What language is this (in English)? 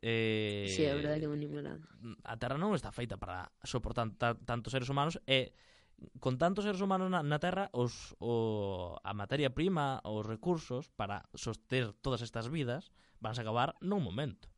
Galician